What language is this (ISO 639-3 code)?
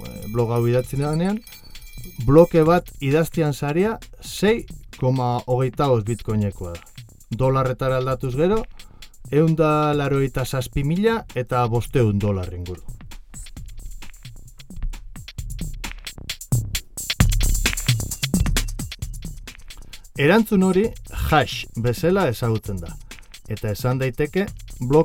eus